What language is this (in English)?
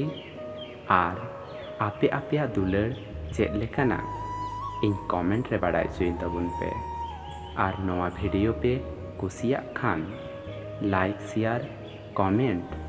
Santali